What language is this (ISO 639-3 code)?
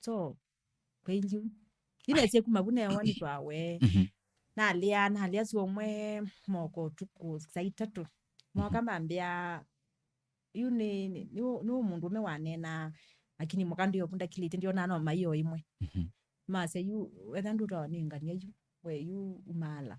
kam